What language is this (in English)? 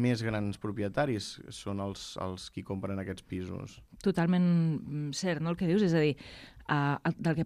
Catalan